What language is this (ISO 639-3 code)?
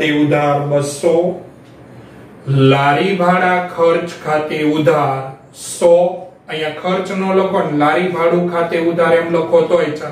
guj